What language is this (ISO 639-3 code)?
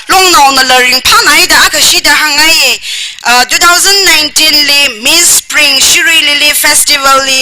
nmf